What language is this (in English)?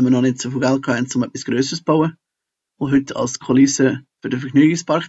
Swiss German